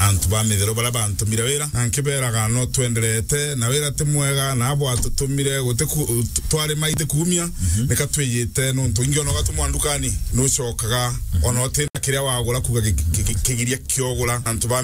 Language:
Meru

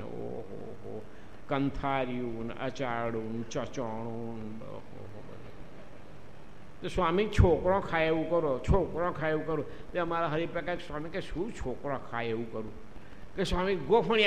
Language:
Gujarati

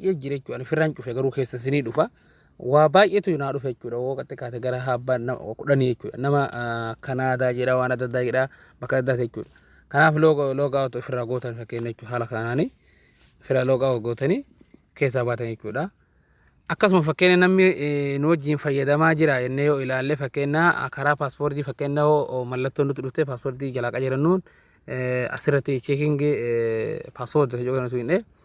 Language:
Oromo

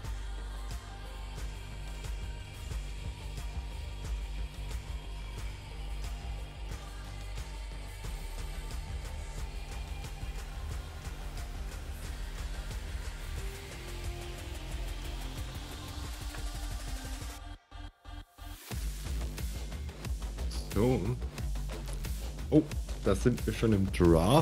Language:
German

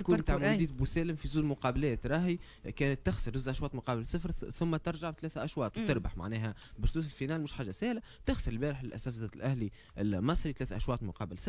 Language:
Tunisian Arabic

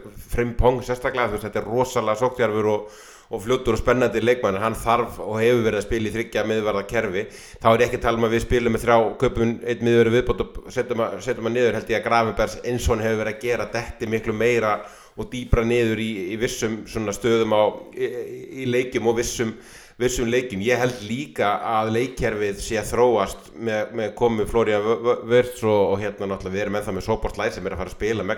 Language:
Icelandic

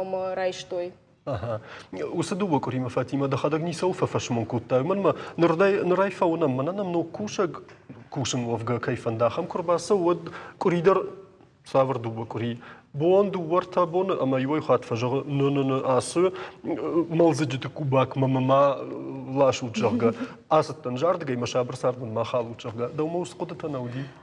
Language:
Ossetic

